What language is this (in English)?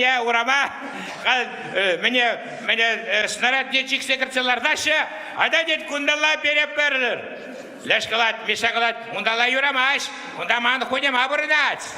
Chuvash